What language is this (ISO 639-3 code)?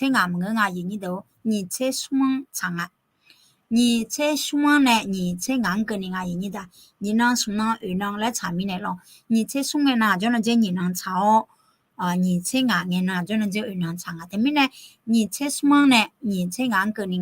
ahk